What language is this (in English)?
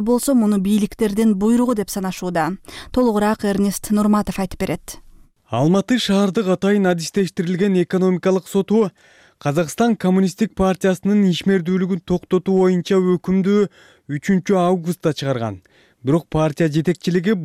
Kyrgyz